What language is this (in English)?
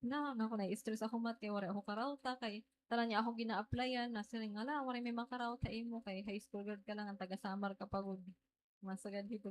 Waray